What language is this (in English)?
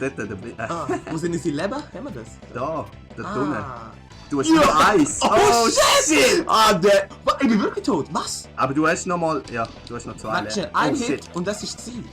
Swiss German